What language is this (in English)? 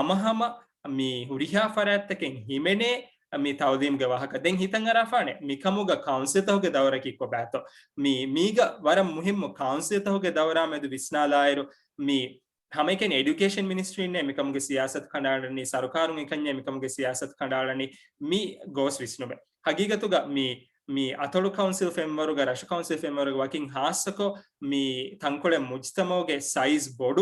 Divehi